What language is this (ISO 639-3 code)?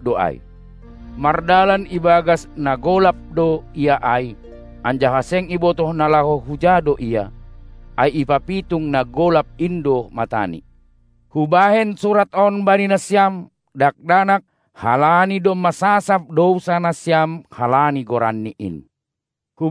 bts